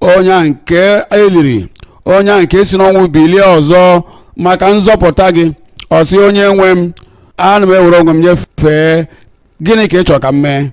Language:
Igbo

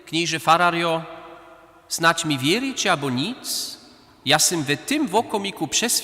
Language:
Upper Sorbian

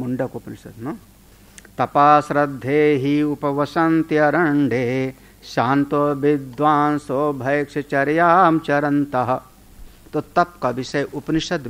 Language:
Hindi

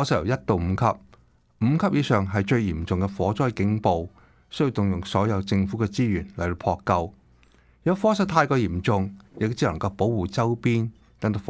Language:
Cantonese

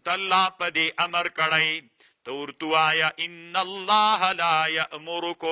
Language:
Pashto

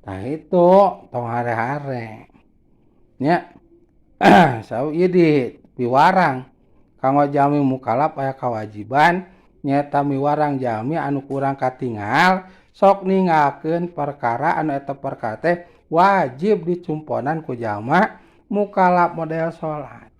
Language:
Sundanese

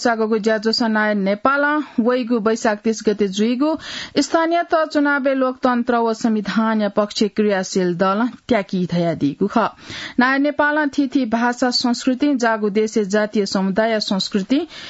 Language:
Newari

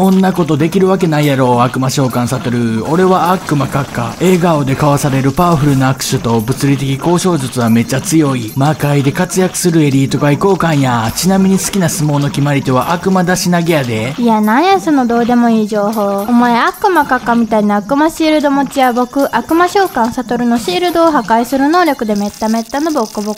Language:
Japanese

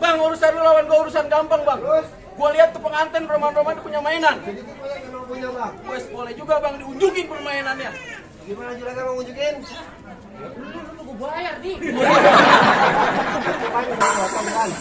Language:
Betawi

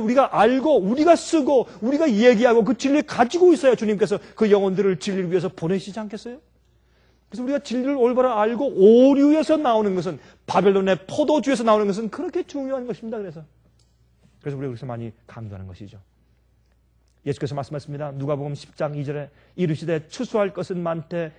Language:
Korean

